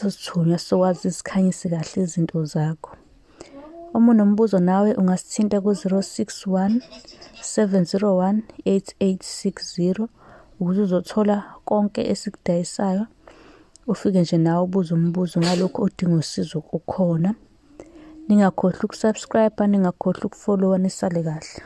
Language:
Zulu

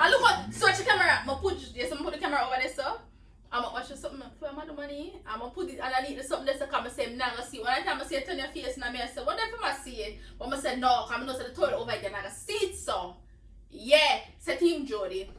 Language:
Jamaican Creole English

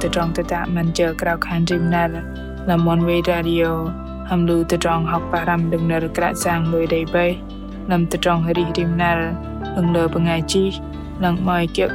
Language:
Bahnar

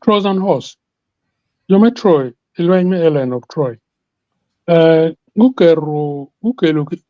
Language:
Acoli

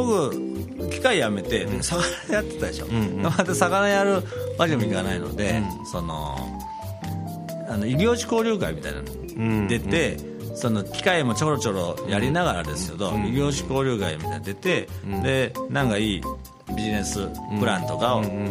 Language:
Japanese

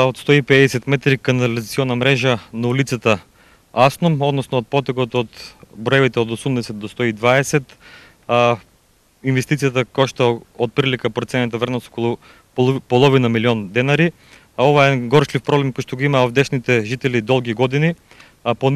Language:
Macedonian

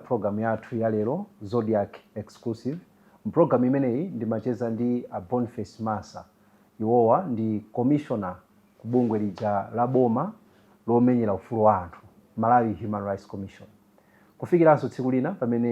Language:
Nyanja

